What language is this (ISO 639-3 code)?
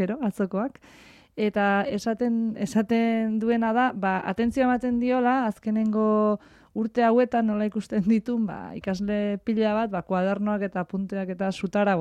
eus